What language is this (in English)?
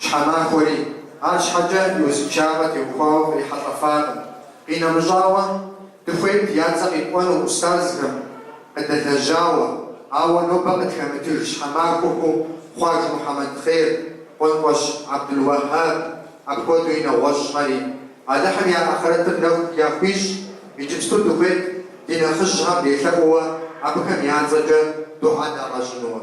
Kabardian